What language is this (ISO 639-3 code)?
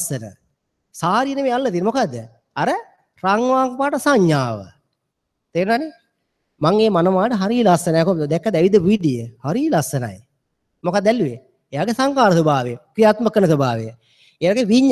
sin